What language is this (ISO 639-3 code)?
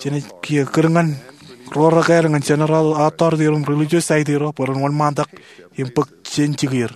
mah